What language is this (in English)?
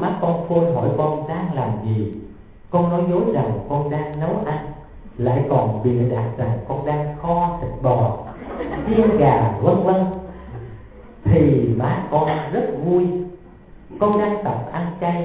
Vietnamese